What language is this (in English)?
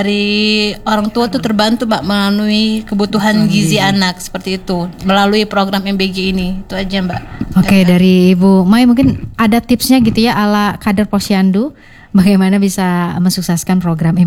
Indonesian